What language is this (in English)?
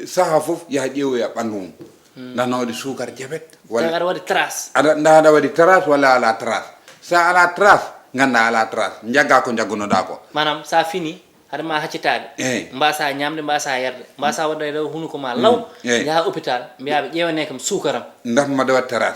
Fula